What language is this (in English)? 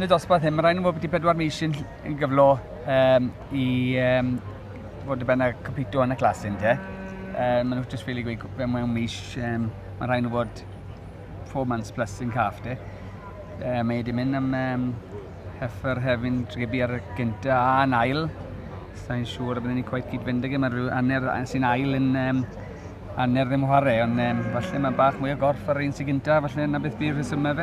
Welsh